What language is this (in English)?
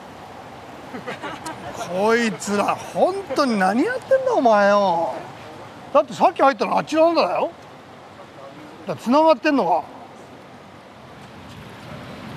Japanese